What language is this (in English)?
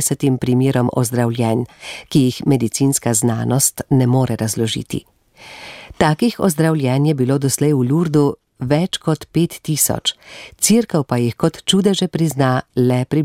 Slovenian